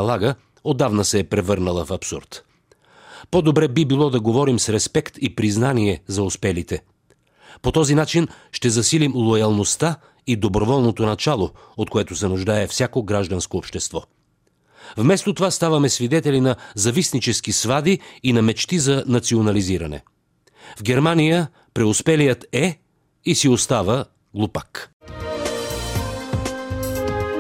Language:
Bulgarian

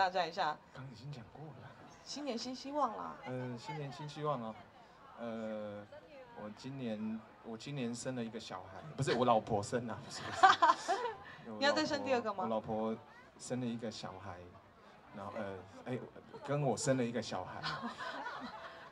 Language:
Chinese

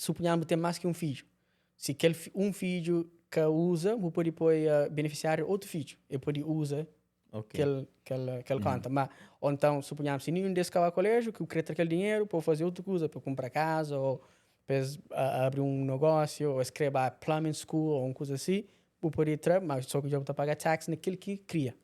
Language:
Kabuverdianu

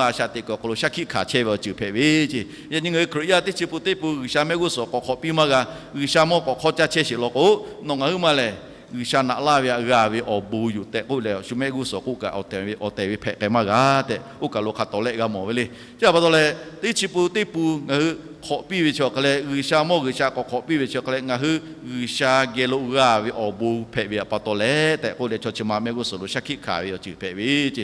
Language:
Lahu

